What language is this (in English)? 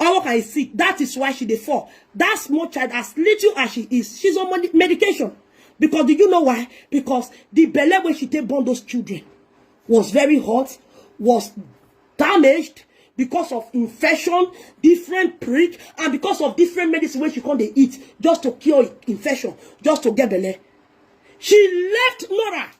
Nigerian Pidgin